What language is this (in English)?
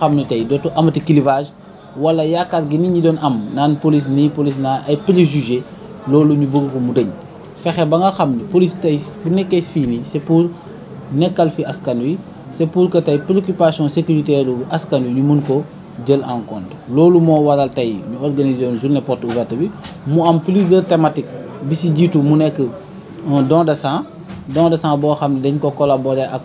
Wolof